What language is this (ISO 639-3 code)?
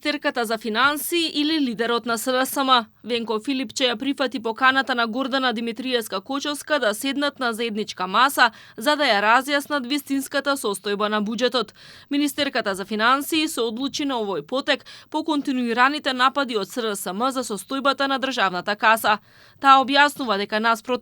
mkd